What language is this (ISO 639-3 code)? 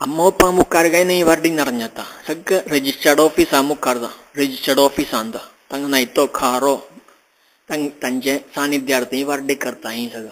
kok